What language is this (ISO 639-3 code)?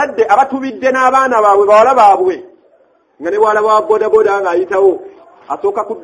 lug